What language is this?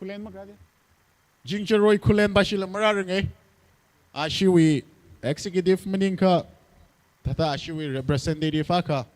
Tangkhul Naga (India)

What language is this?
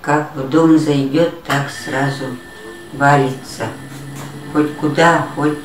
Yakut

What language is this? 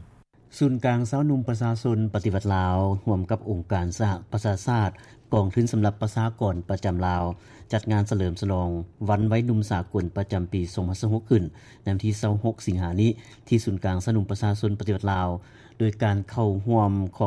Lao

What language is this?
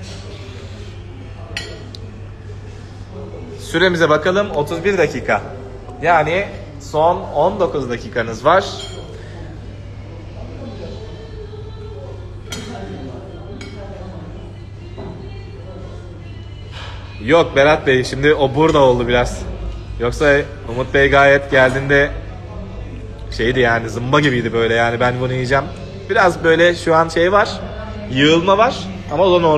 Turkish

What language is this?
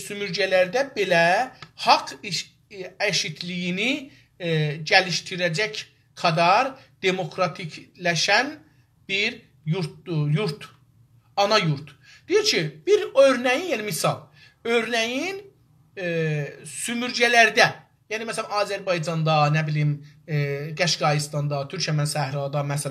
South Azerbaijani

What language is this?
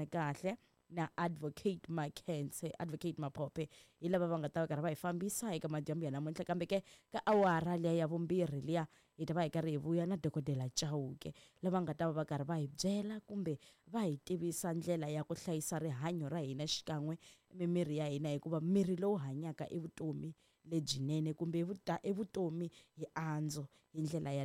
Tsonga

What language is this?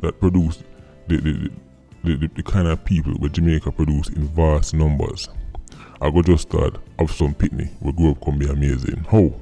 Jamaican Creole English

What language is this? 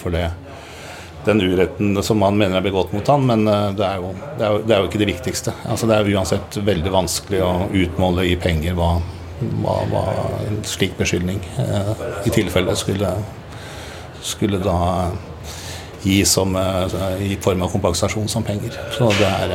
Norwegian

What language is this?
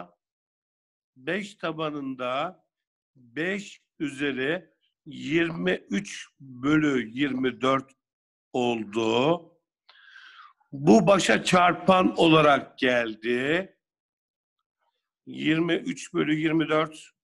Turkish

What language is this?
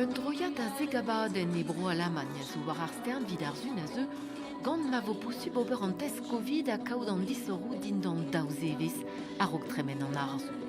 Breton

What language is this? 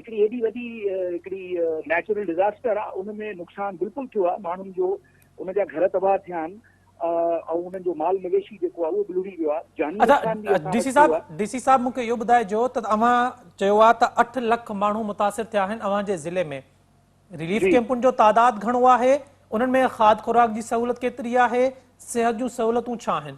Sindhi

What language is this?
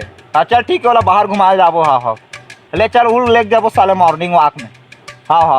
Chhattisgarhi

